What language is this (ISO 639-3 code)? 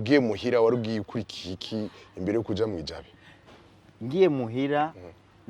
run